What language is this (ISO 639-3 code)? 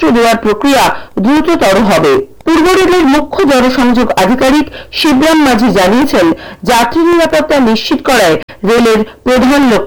ben